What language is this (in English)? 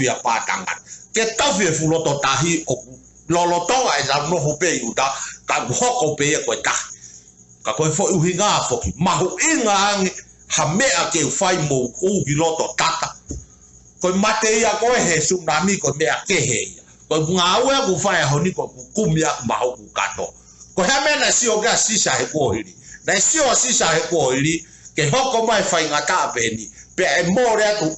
Tongan